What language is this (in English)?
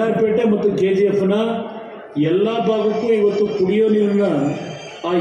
Kannada